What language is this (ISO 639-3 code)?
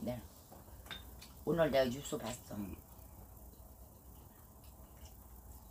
kor